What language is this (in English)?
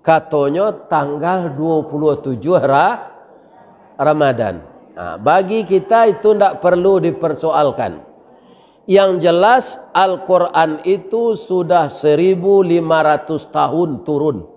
Minangkabau